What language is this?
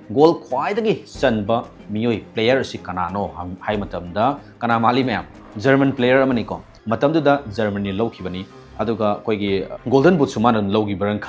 Manipuri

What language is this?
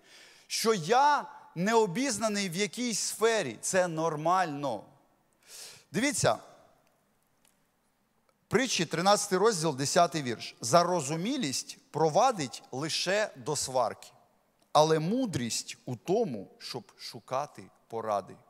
Ukrainian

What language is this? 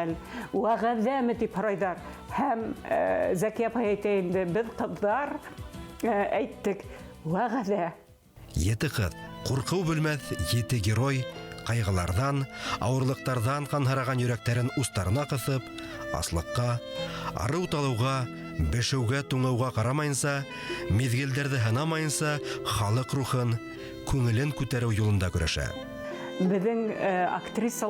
Bashkir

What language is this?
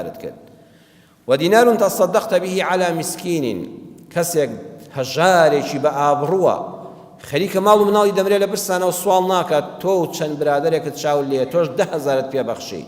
Central Kurdish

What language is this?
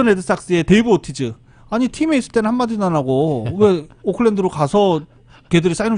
Korean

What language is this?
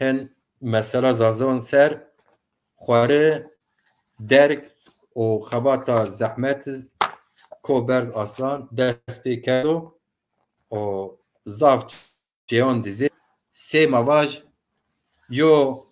Zaza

